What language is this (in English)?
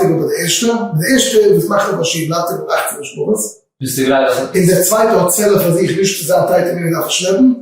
Yiddish